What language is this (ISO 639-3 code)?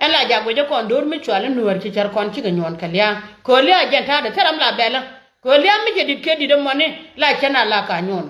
nus